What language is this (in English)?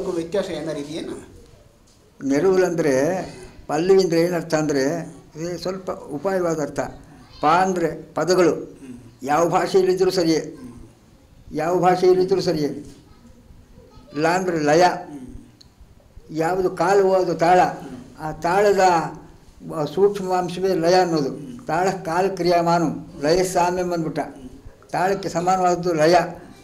Kannada